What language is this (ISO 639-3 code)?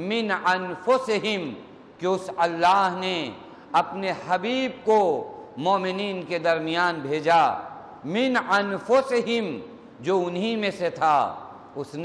urd